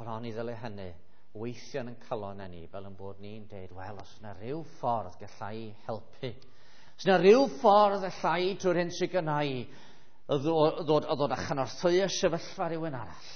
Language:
Welsh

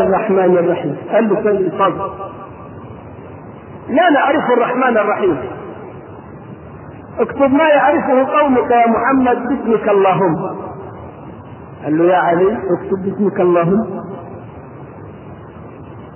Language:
Arabic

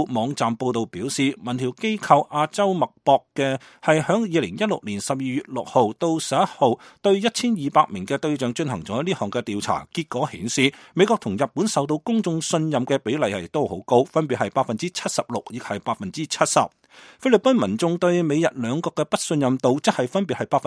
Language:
Cantonese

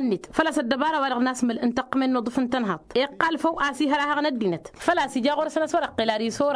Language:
Tamasheq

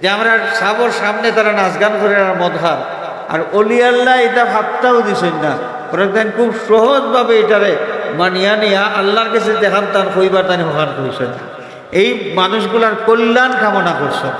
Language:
Sylheti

